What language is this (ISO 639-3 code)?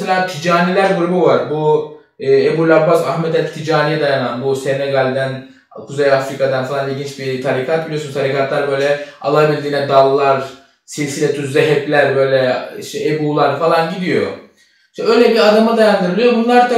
tur